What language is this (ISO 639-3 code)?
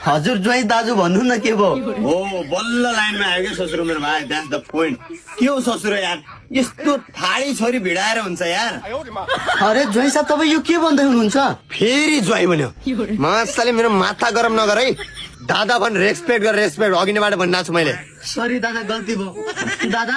nep